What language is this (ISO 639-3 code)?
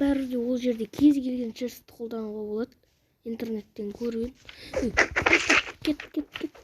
kaz